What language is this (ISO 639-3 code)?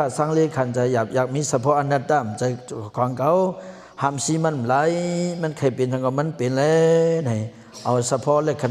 shn